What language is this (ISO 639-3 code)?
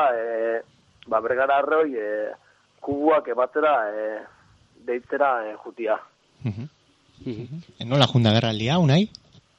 eus